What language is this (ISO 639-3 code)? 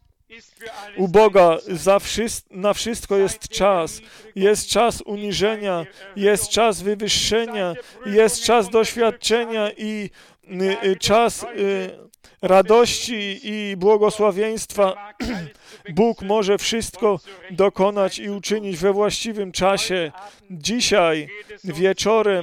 pol